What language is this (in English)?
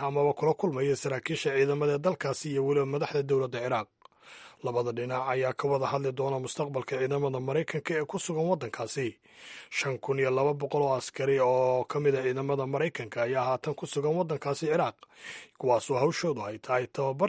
Somali